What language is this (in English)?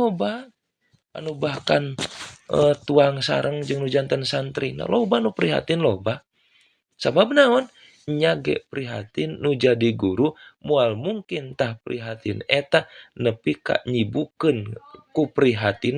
Sundanese